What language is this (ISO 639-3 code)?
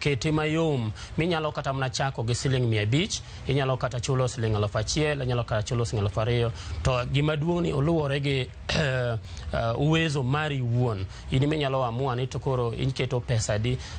luo